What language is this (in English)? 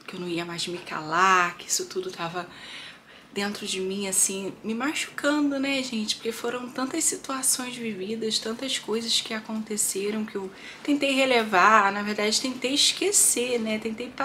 Portuguese